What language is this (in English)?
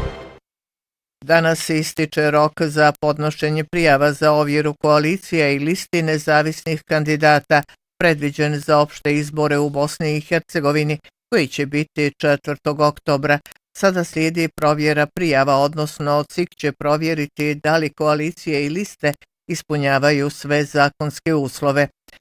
Bosnian